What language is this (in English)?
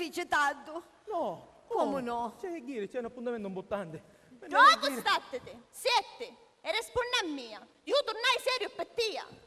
Sicilian